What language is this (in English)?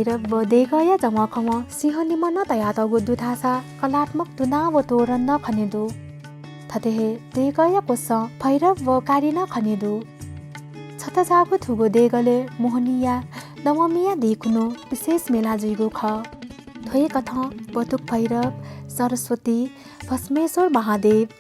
Newari